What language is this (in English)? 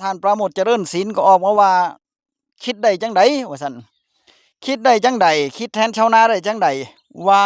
Northeastern Thai